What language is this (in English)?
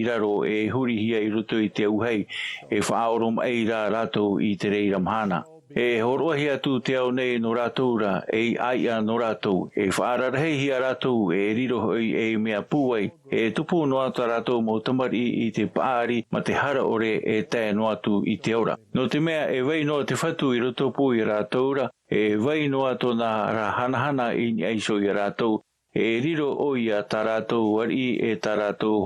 Tahitian